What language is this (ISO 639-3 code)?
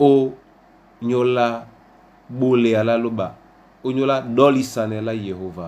dua